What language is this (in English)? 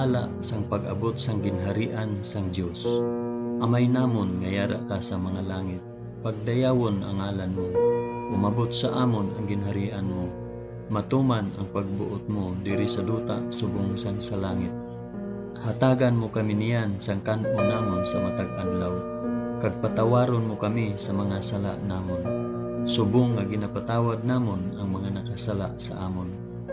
Hiligaynon